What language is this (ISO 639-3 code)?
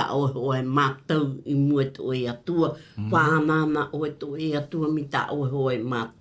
tah